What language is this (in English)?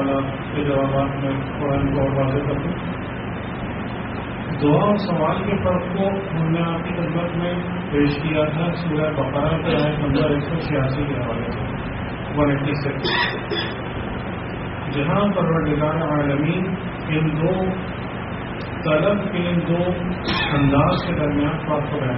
Urdu